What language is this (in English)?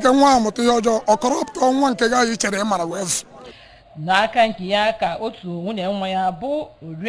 Igbo